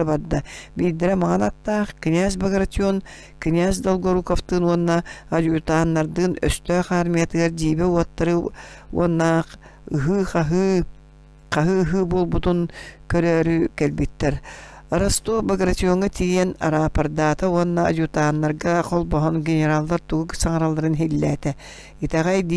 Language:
Yakut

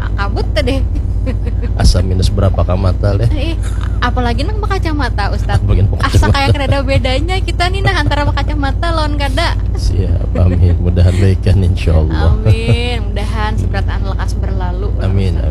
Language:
Banjar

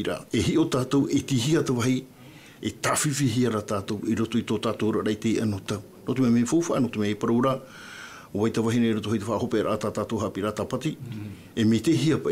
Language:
Tahitian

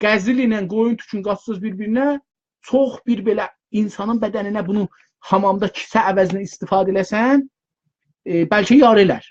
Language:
South Azerbaijani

